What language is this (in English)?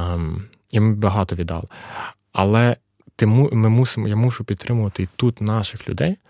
Ukrainian